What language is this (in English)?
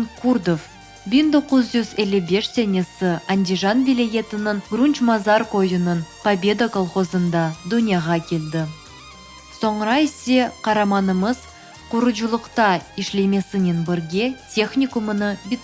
Crimean Tatar